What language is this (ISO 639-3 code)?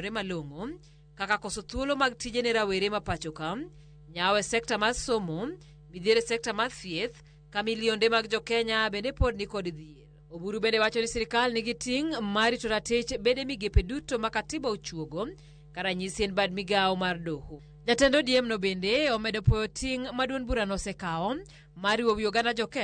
luo